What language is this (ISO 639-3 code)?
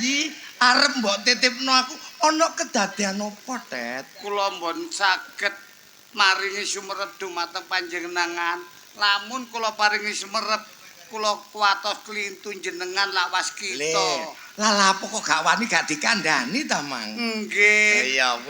jav